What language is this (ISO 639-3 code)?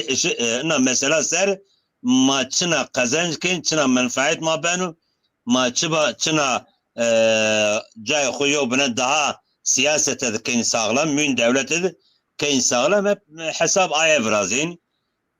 zza